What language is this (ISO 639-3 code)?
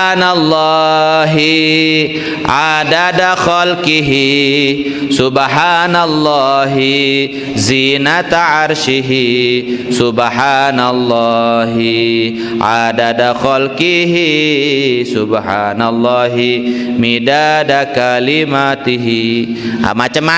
sas